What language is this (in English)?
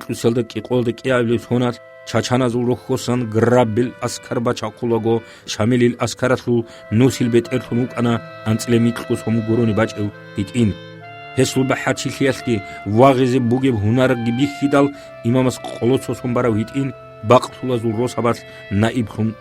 Avaric